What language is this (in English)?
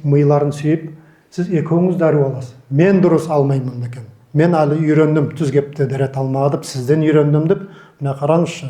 Nogai